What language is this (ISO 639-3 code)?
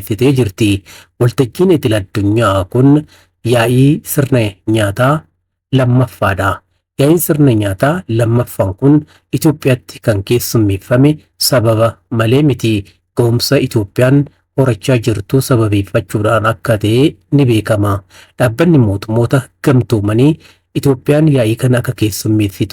orm